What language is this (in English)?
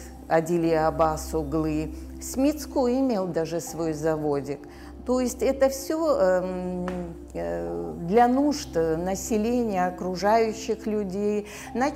Russian